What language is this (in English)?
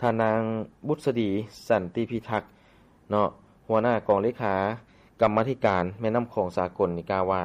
Lao